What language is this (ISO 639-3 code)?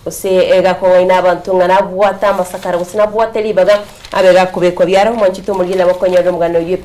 guz